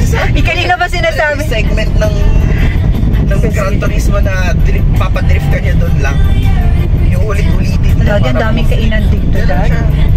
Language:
Filipino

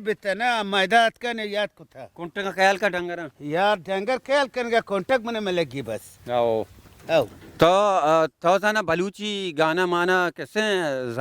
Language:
Baluchi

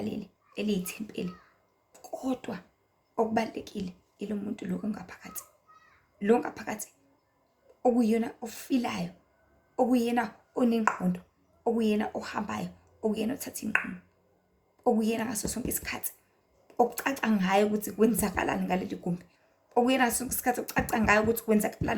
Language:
Zulu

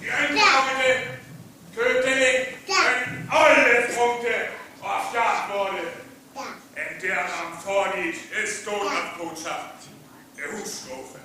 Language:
Northern Frisian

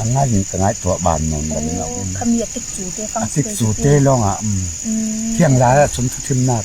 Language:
Falam Chin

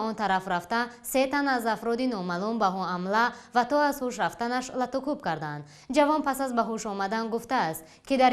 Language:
Tajik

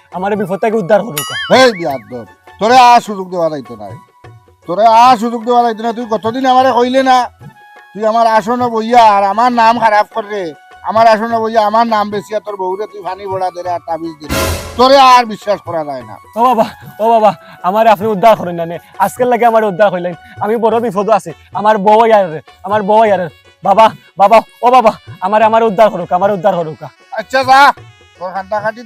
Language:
Sylheti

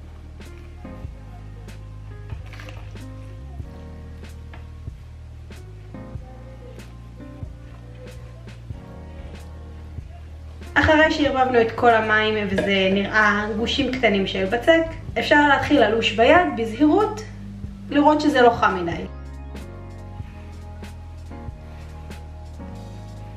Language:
Hebrew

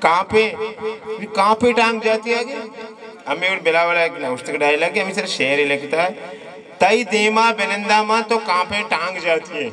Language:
Baluchi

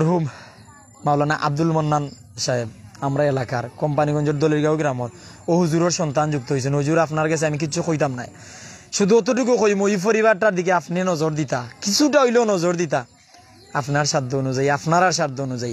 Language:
Sylheti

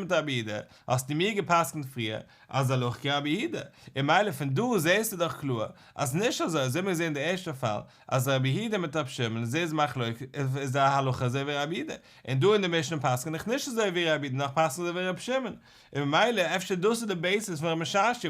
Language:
Yiddish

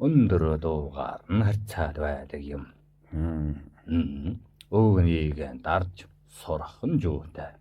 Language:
Mongolian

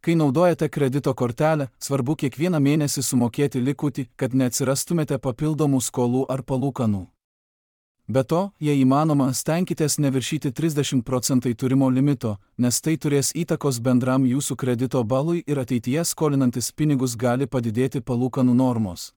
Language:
Lithuanian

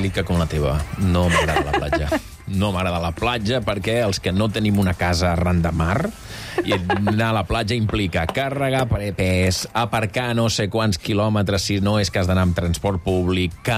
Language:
Catalan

